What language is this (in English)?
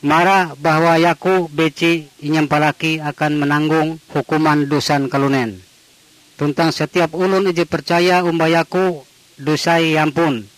Ngaju